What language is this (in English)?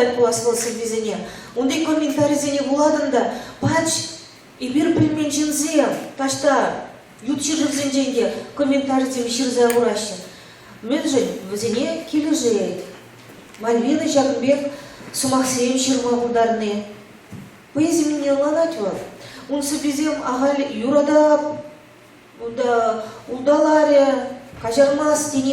Chuvash